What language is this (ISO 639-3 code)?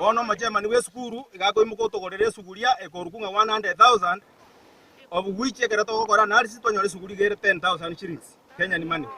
guz